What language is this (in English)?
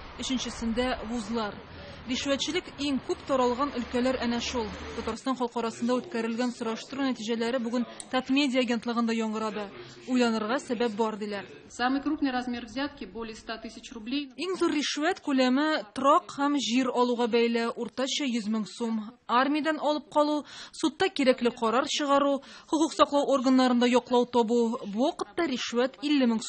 Tatar